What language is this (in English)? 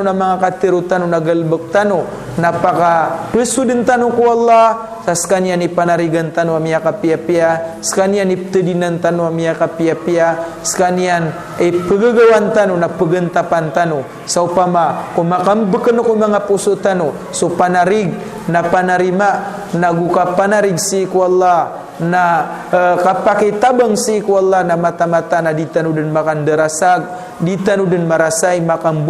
Maranao